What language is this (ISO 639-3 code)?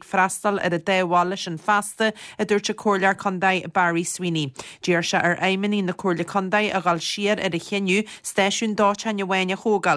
gle